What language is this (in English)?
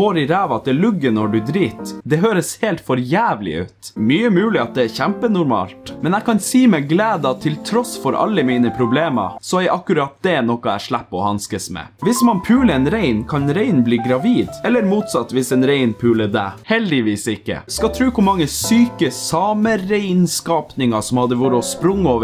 Norwegian